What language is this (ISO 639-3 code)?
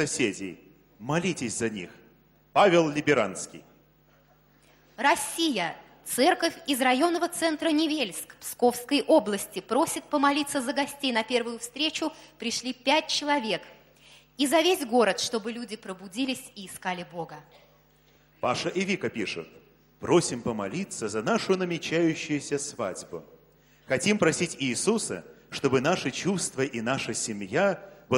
rus